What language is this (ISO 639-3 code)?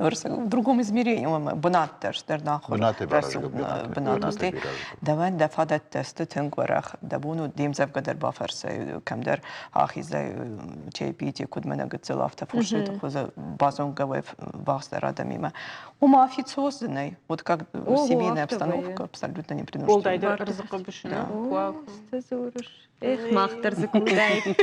oss